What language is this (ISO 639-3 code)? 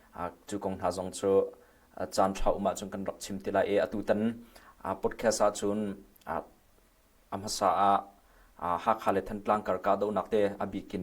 cnh